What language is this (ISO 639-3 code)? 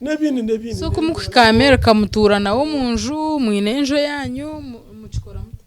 nyn